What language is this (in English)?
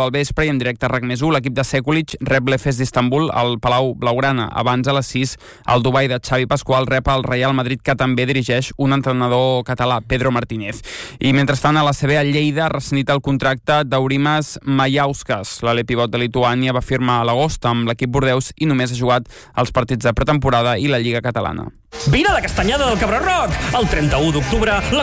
Catalan